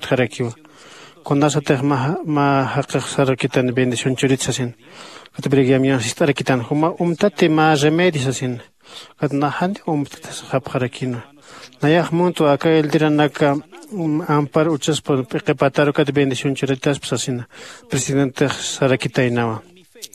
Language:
Aymara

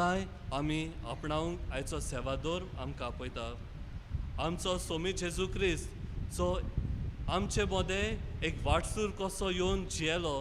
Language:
Konkani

